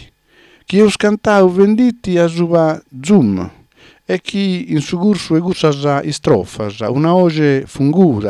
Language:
Sardinian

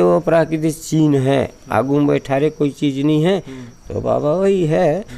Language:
Chhattisgarhi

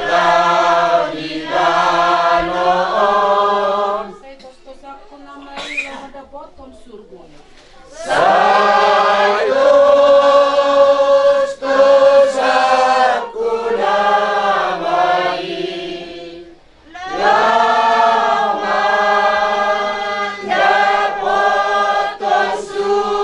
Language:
Batak Toba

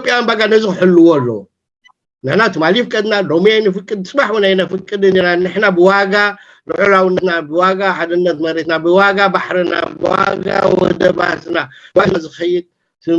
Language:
Tigrinya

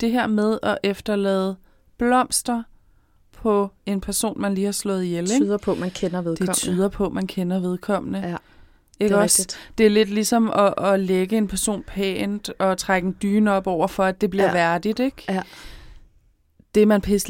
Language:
Danish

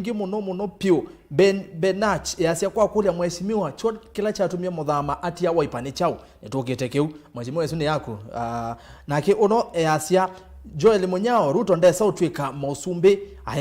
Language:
Kamba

